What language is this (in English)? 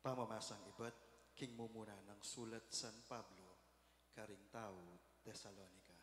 Pampanga